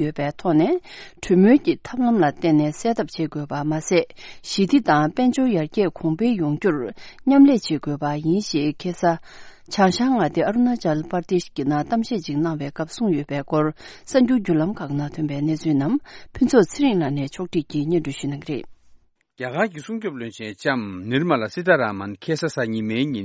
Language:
Tibetan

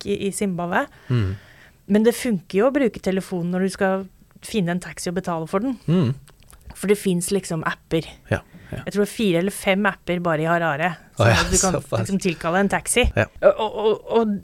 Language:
Norwegian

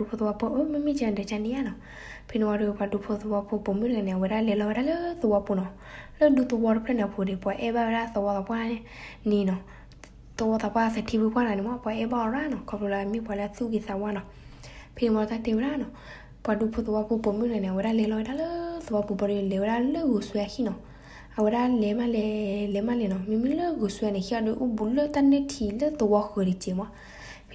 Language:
S'gaw Karen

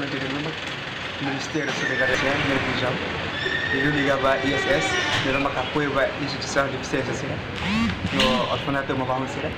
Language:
Tetum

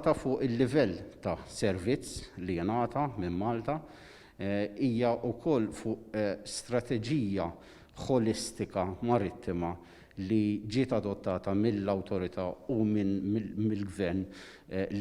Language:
Maltese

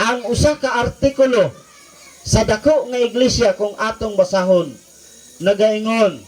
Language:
Cebuano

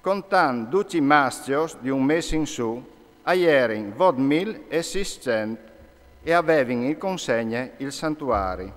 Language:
Friulian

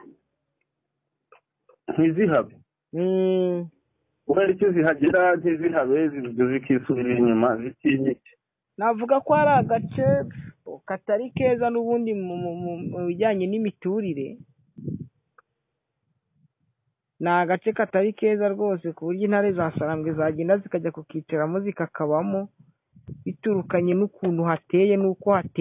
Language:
Kinyarwanda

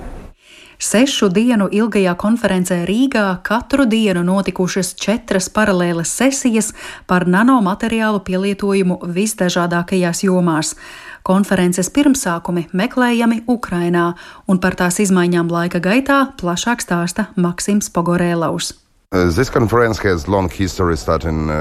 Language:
Latvian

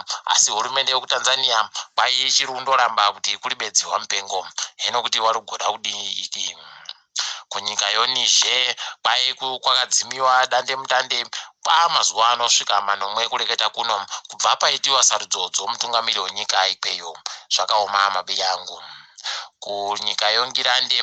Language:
Ndau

